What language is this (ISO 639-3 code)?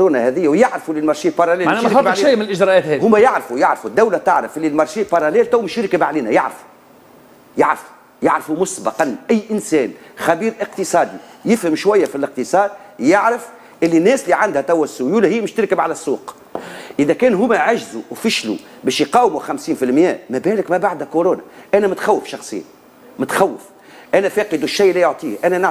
aeb